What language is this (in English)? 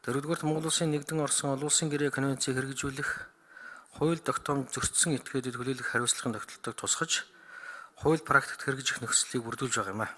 Mongolian